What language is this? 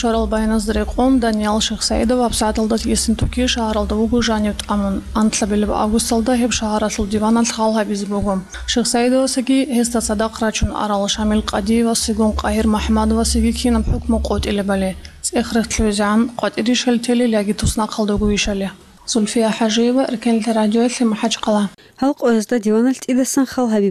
Avaric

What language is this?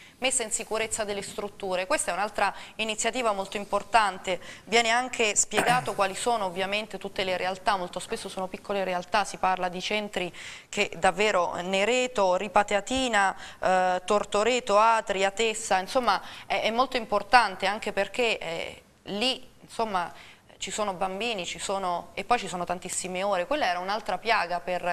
Italian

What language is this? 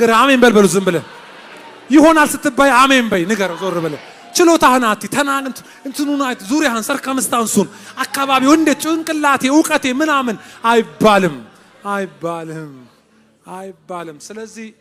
Amharic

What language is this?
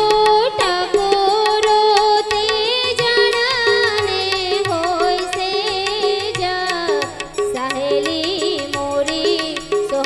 Gujarati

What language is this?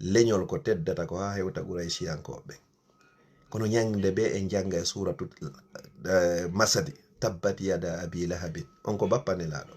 Fula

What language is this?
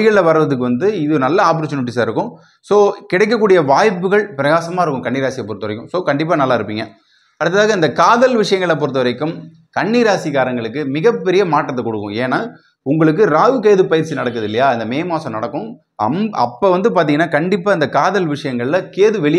Tamil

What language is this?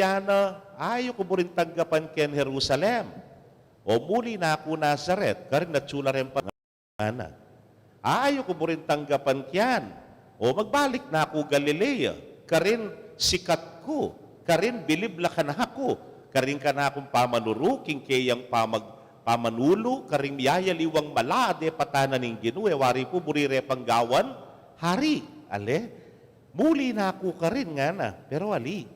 Pampanga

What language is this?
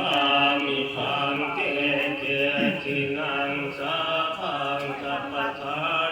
Pali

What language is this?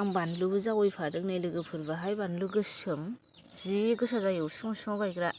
Bodo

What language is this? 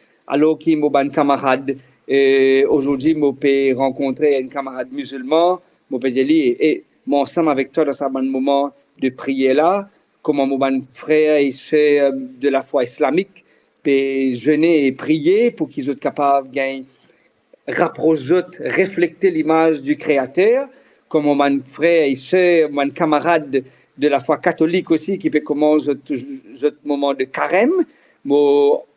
Morisyen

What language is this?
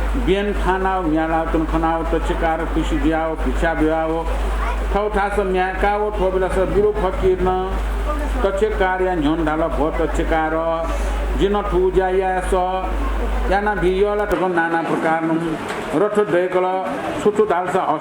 Newari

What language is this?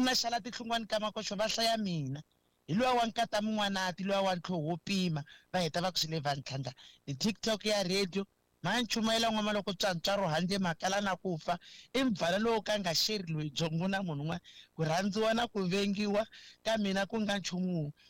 Tsonga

